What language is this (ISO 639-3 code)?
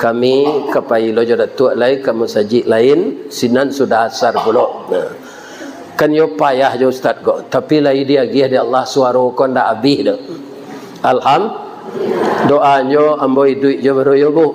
min